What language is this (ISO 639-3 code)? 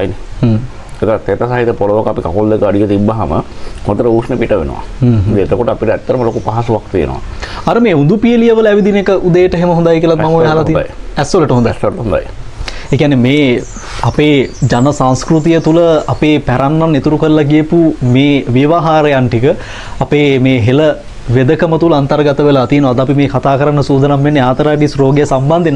sin